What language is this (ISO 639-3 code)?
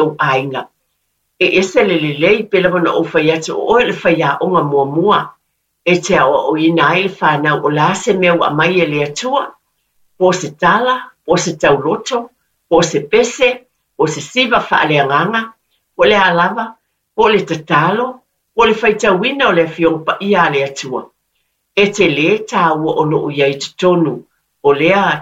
smo